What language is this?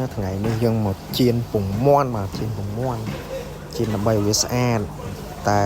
Khmer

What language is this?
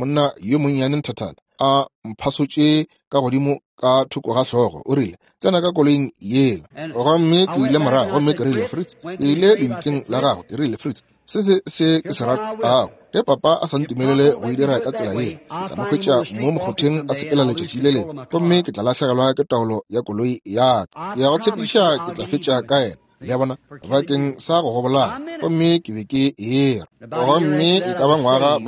Northern Sotho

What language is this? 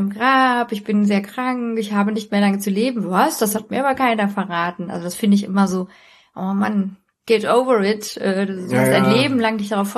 German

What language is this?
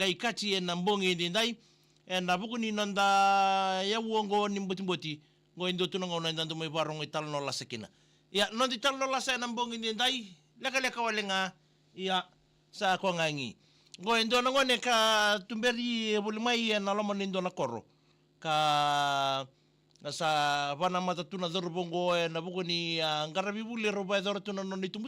Fijian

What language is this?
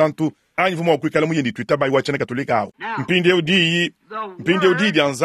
Luba-Lulua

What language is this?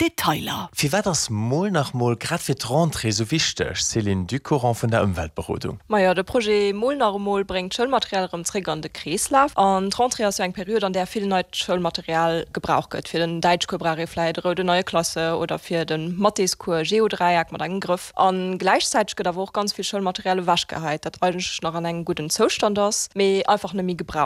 Luxembourgish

